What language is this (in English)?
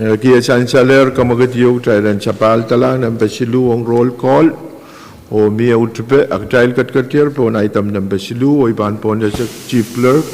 Pohnpeian